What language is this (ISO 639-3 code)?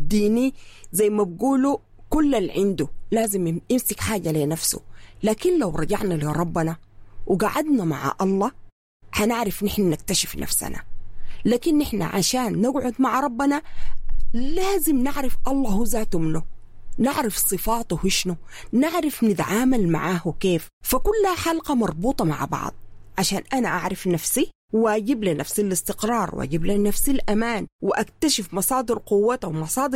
apd